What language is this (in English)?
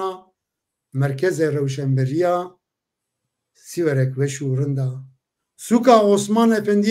Zaza